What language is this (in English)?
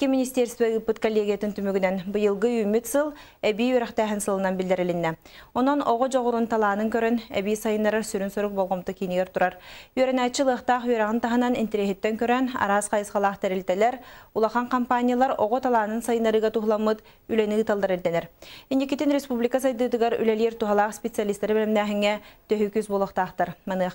Yakut